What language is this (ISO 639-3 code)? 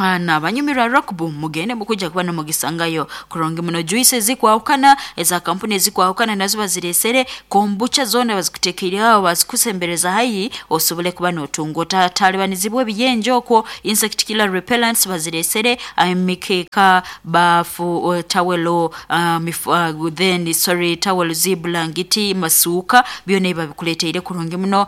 nyo